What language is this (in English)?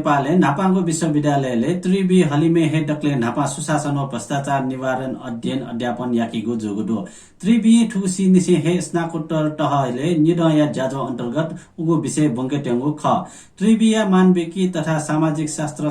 Newari